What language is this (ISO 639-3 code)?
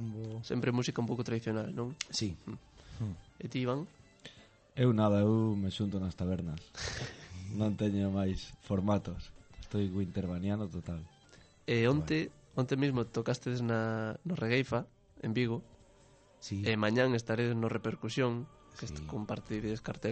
glg